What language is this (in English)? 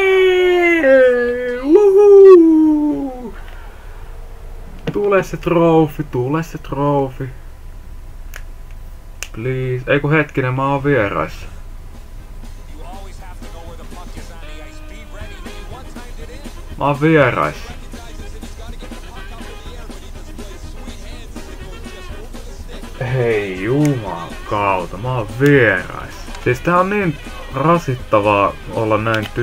Finnish